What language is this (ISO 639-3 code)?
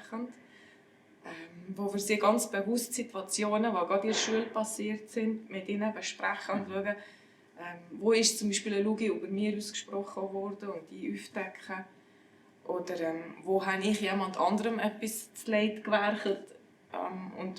gsw